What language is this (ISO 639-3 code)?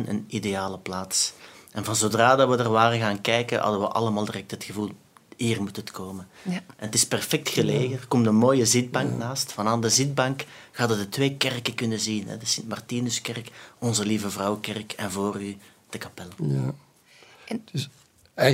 nld